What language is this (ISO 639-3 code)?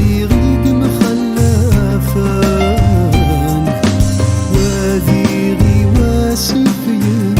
kab